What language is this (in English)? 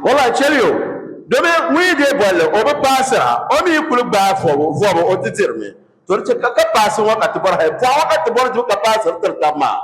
Dagbani